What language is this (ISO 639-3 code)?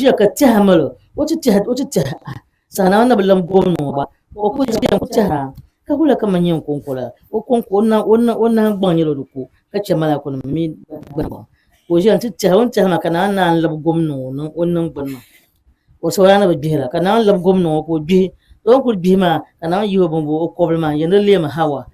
dag